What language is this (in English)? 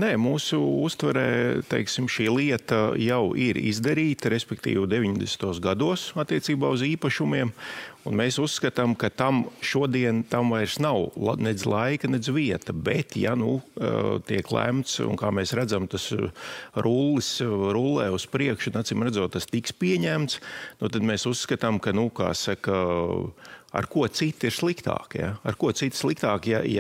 Latvian